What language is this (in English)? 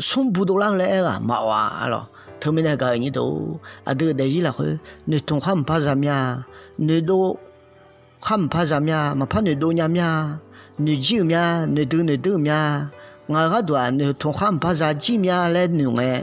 Akha